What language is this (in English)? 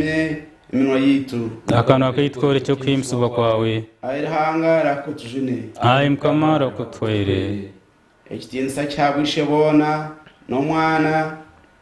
Nyankole